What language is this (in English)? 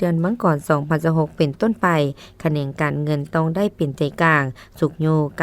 Lao